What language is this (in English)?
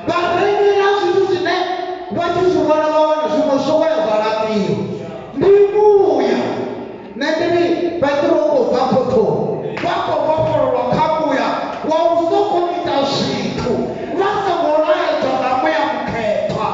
Venda